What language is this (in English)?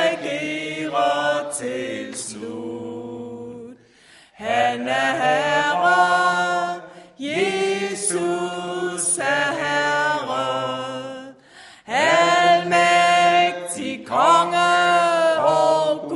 Danish